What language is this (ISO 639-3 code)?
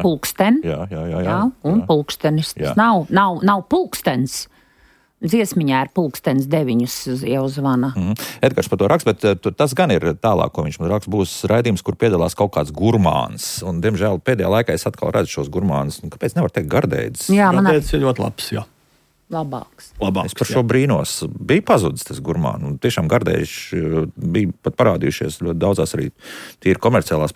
lav